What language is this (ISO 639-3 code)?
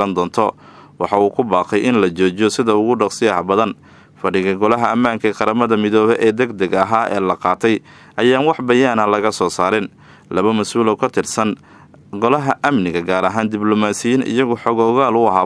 som